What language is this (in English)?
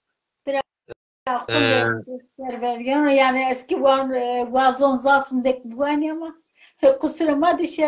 Zaza